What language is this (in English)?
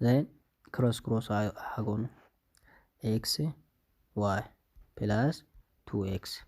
Oromo